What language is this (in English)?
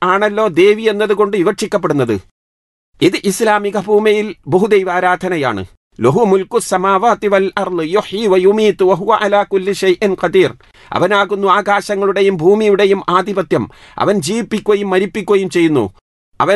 Malayalam